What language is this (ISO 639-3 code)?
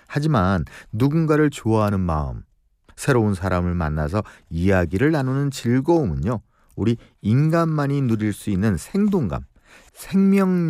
kor